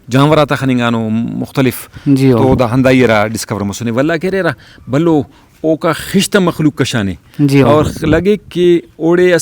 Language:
Brahui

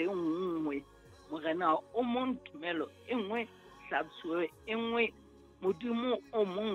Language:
Southern Sotho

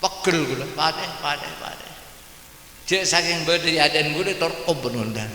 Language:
Madurese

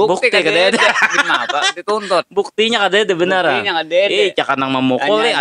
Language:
Banjar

